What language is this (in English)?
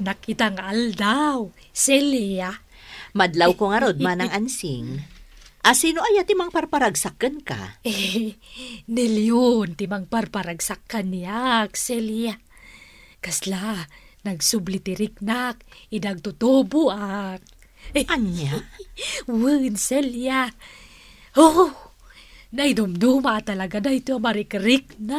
Iloko